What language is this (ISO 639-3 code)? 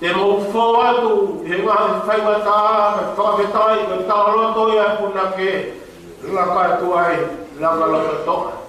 ton